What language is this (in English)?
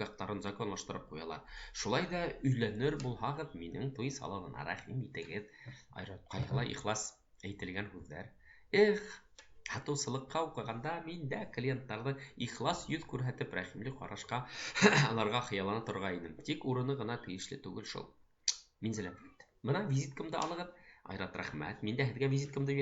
Bashkir